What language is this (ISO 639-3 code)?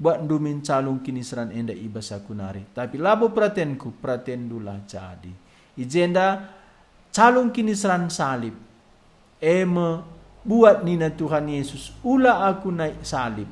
btx